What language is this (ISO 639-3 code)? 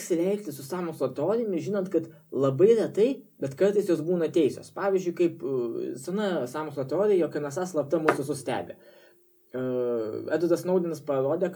lit